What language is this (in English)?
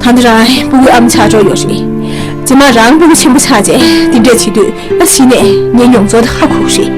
Tibetan